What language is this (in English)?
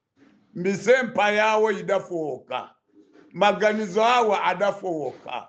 Nyanja